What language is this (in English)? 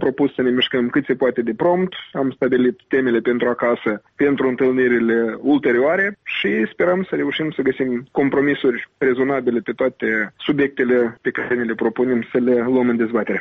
Romanian